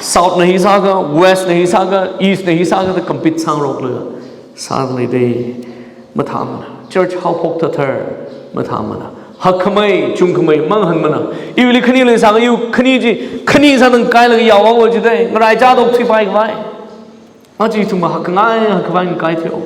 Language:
Tangkhul Naga (India)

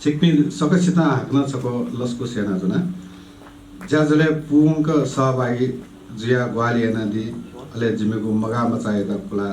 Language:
Newari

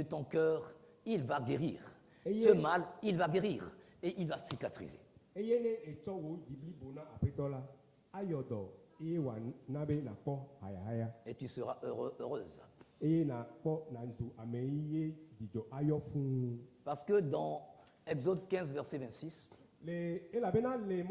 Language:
Ewe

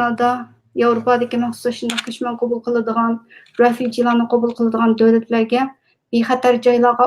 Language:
Uyghur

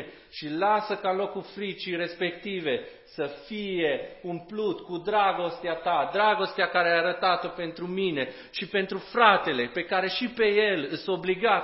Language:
Romanian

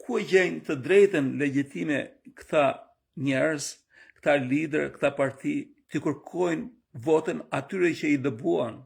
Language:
Albanian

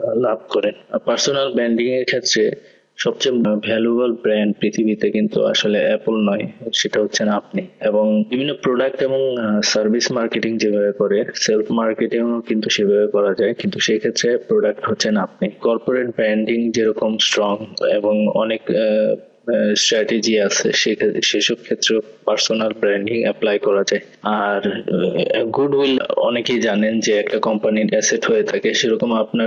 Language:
Bangla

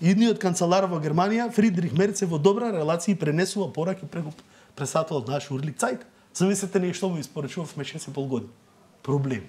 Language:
Macedonian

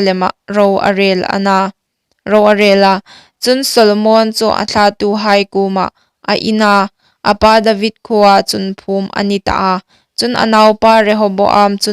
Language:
Hmar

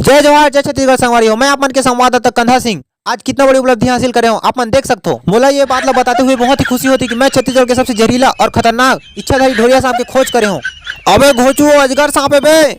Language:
Chhattisgarhi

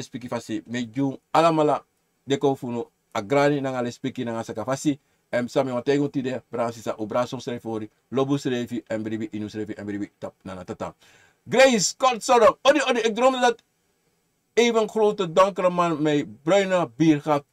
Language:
Sranan Tongo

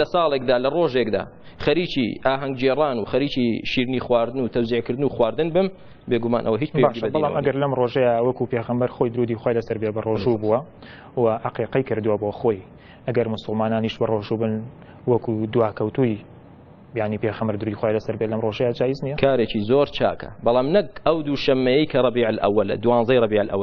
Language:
Central Kurdish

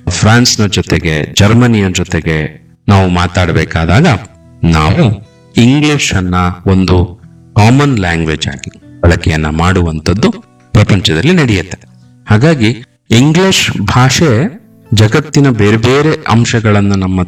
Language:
Kannada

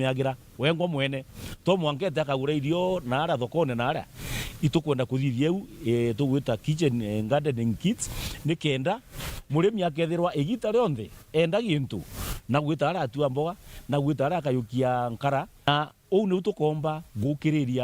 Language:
Meru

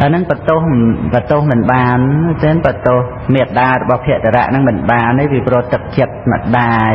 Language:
Khmer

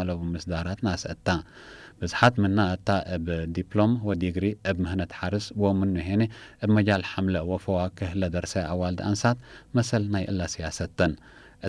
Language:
Tigre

